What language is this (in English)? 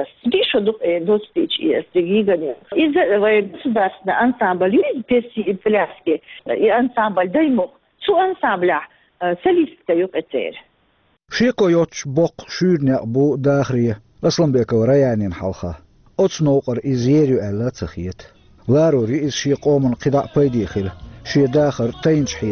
Chechen